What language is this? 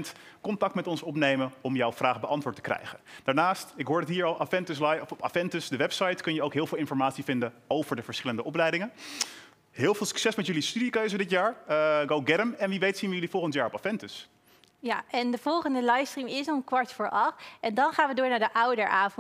Dutch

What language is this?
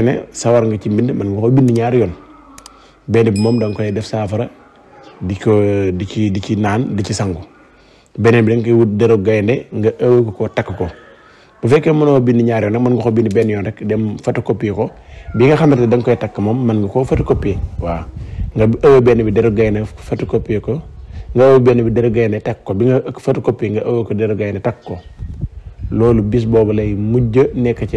Wolof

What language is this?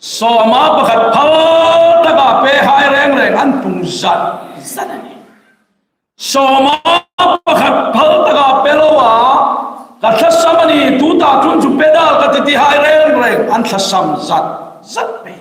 Hmar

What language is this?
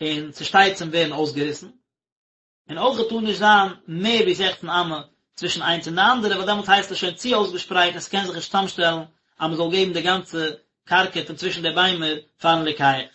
Yiddish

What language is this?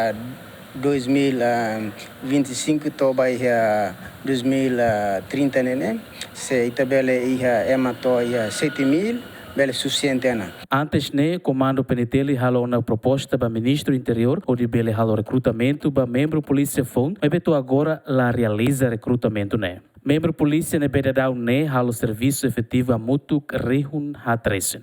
Tetum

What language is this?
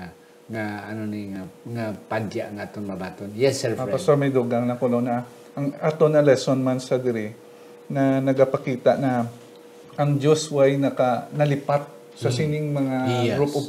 Hiligaynon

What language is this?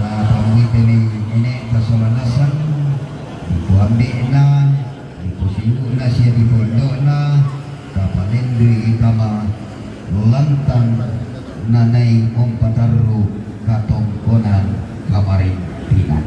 Toraja-Sa'dan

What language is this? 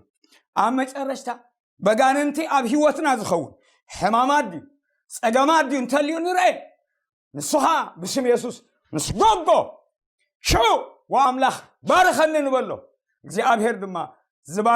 Tigrinya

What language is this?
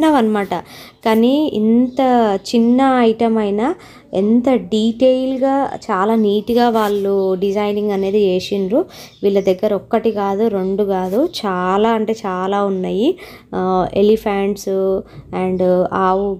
Telugu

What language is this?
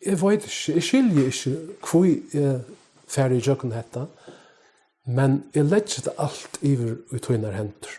Faroese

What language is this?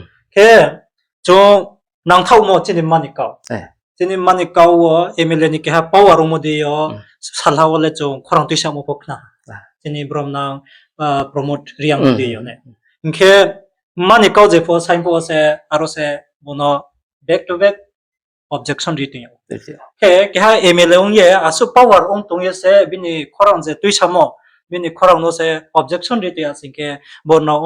Riang (India)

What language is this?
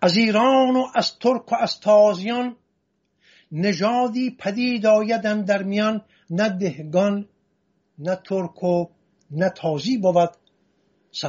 Persian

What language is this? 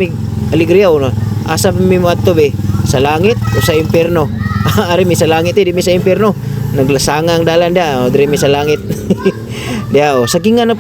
Cebuano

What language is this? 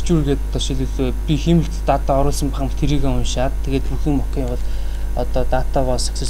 Mongolian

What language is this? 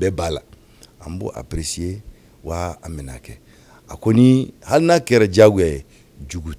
Bambara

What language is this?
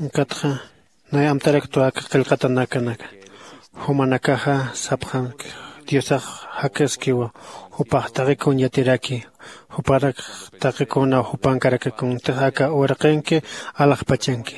Aymara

